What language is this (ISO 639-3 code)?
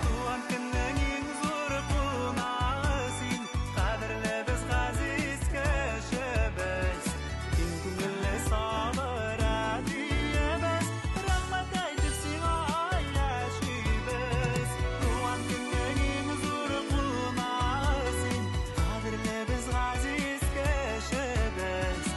bak